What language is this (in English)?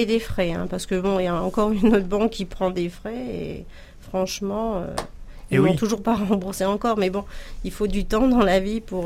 French